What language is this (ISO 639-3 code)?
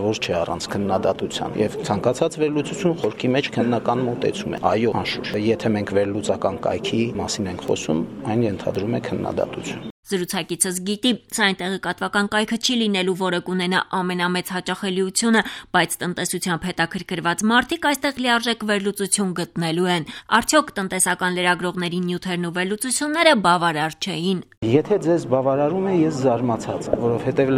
hye